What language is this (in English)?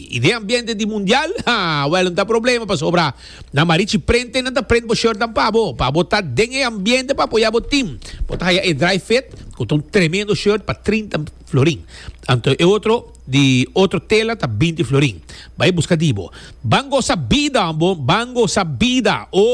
Papiamento